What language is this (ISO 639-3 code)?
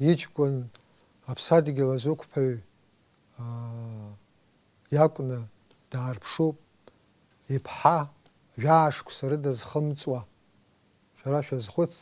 abk